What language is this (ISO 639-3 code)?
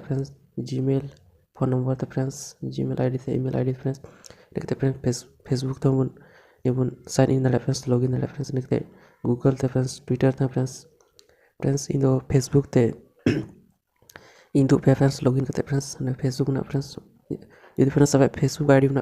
sat